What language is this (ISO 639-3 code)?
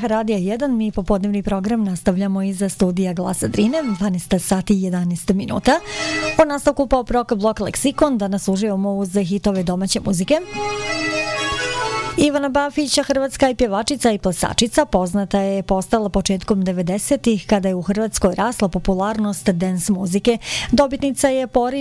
bos